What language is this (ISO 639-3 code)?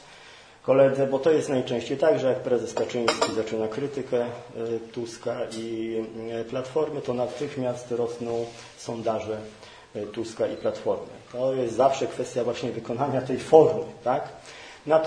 pol